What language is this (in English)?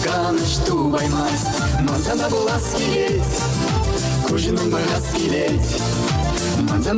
Chuvash